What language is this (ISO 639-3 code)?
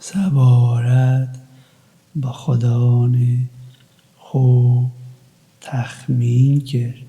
kur